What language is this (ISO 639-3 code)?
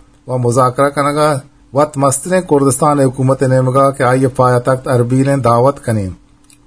bgp